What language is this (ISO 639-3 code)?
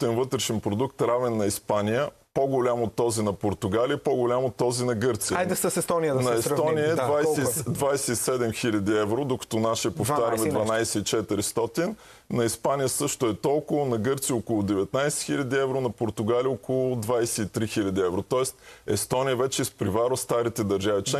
bul